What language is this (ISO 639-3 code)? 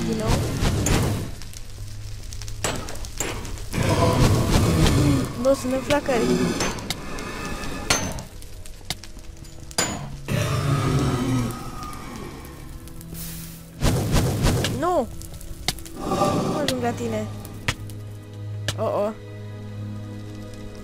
ron